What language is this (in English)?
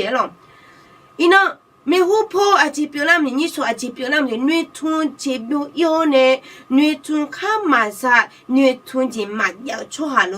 Akha